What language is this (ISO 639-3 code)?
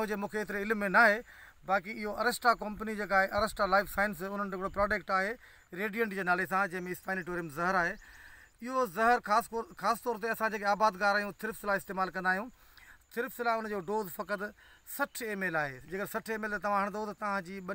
snd